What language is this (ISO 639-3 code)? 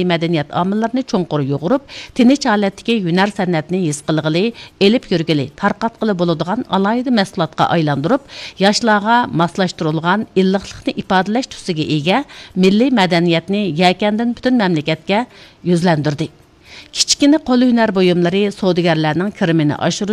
uig